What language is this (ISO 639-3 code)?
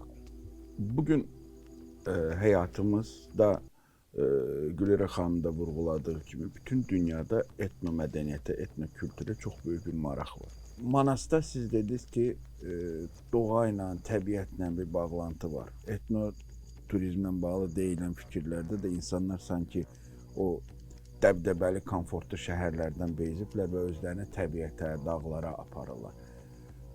aze